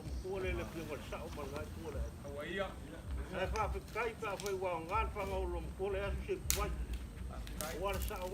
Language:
Samoan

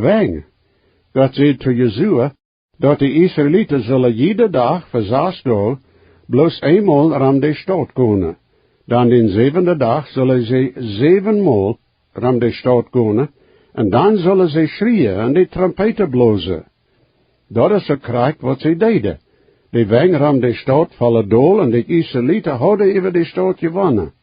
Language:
Plautdietsch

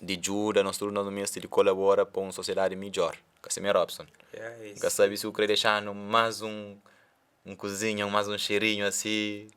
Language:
Kabuverdianu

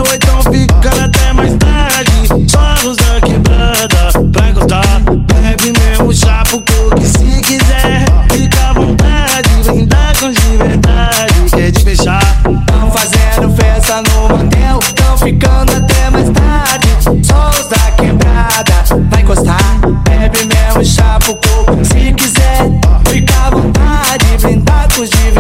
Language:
Portuguese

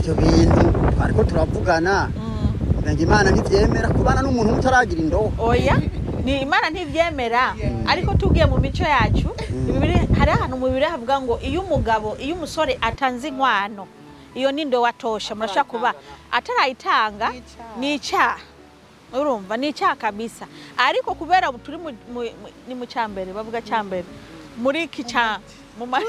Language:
Rundi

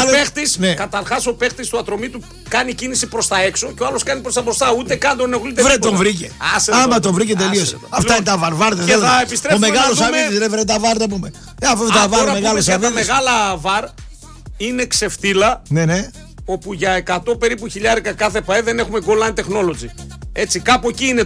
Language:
Greek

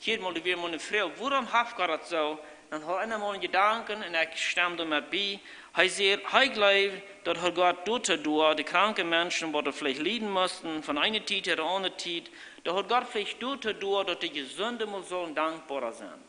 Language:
Plautdietsch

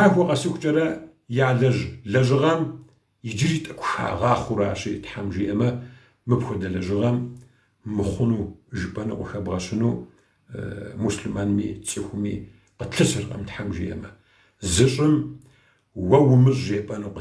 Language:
Kabardian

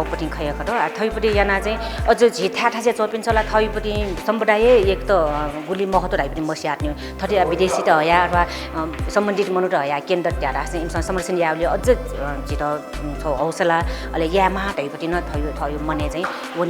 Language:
Newari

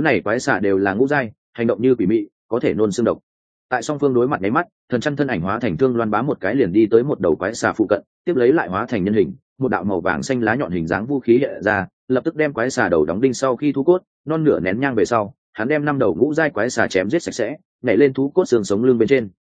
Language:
Vietnamese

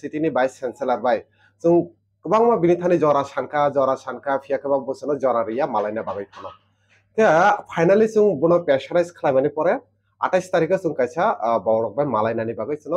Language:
Kok Borok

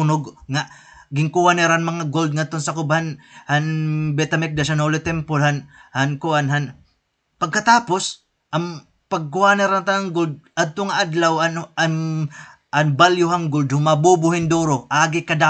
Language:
Waray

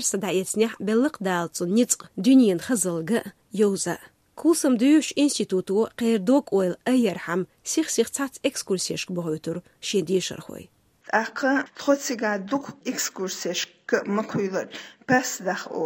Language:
Chechen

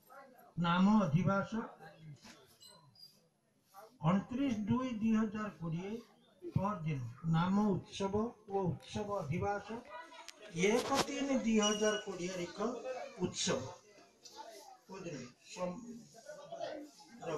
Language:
Odia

